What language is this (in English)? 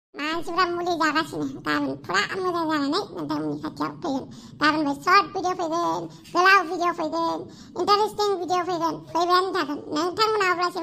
Bodo